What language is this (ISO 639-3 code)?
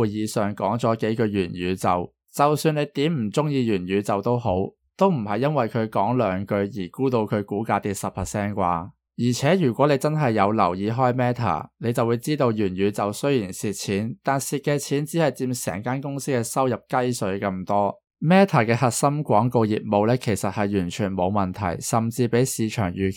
yue